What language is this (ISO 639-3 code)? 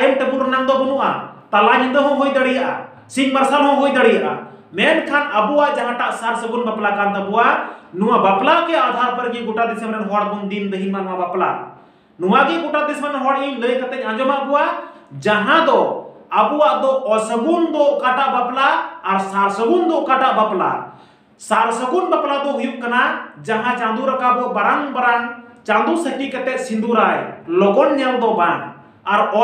sat